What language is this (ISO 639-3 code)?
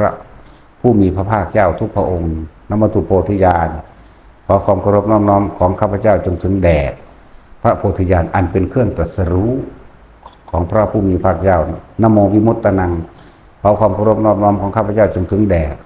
tts